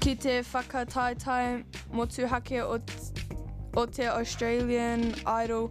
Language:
Māori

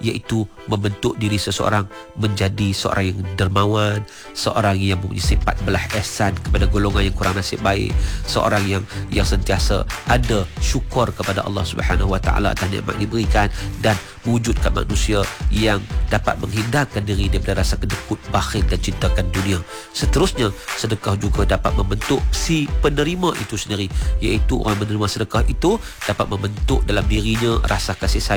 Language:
Malay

